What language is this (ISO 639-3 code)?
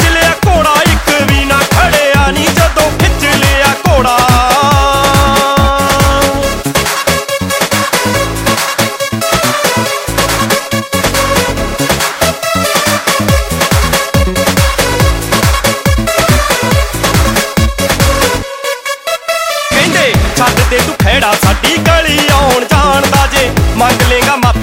pan